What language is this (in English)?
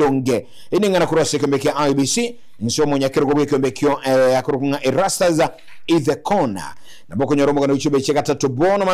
Gusii